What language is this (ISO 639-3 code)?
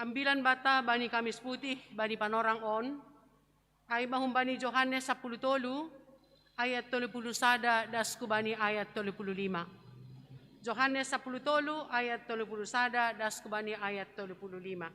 bts